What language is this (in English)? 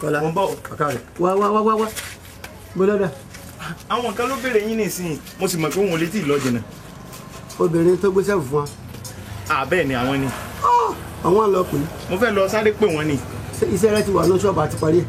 Yoruba